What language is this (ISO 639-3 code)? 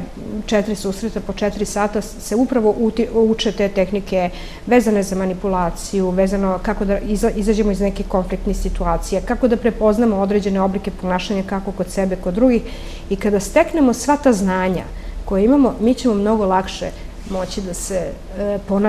srp